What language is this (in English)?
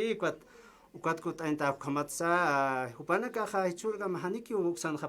Aymara